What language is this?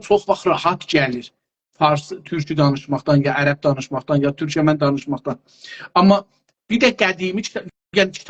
South Azerbaijani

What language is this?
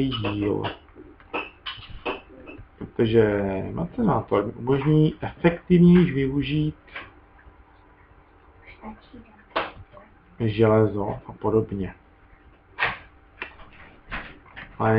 Czech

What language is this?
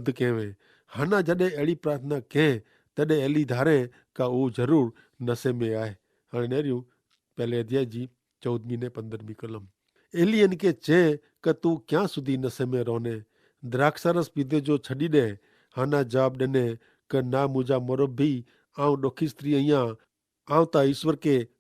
Kachhi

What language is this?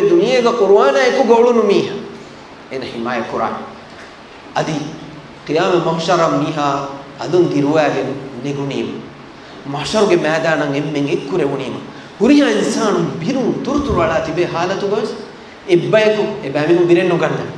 Divehi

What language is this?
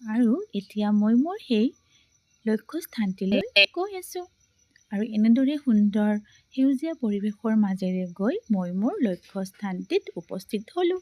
Assamese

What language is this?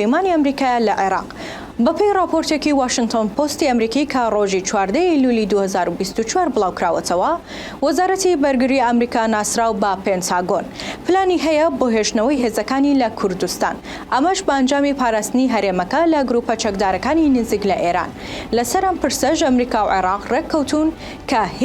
Central Kurdish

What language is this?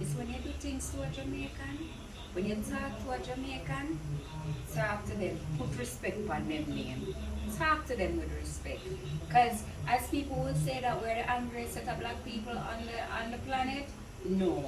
Jamaican Creole English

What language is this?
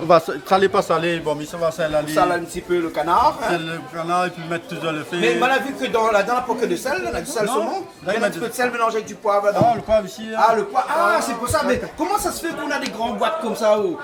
Réunion Creole French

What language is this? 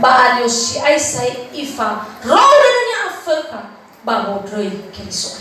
Nias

